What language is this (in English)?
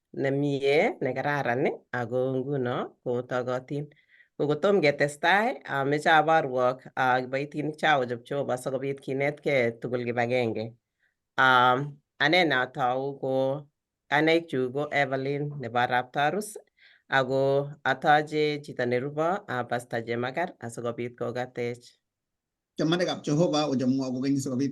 Kalenjin